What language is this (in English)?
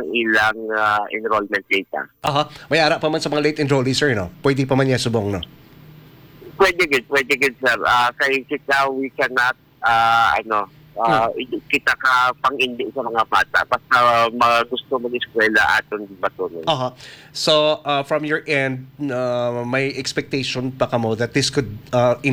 Hiligaynon